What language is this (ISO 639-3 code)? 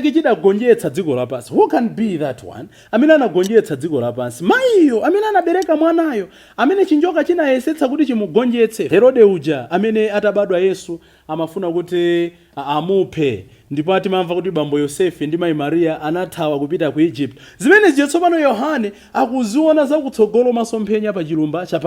nya